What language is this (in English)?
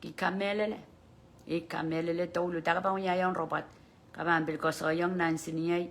Pohnpeian